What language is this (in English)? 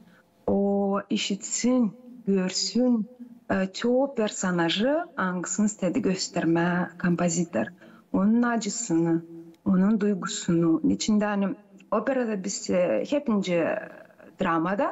Gagauz